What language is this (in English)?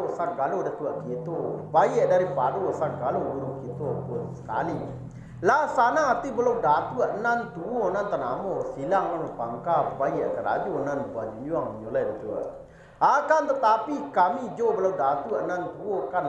Minangkabau